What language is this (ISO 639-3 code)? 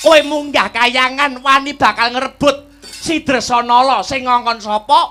jav